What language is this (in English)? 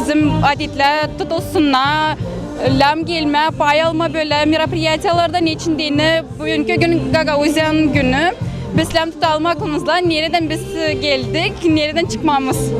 Gagauz